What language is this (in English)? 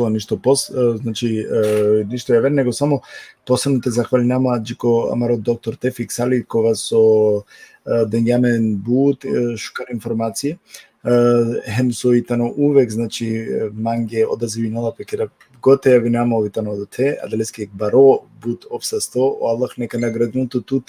Balkan Romani